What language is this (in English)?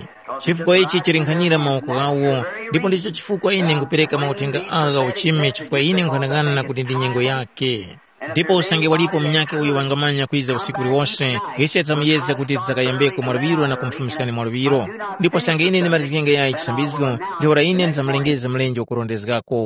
Tumbuka